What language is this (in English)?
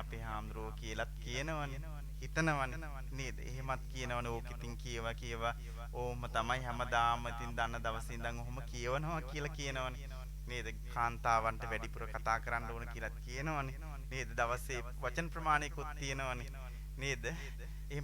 Sinhala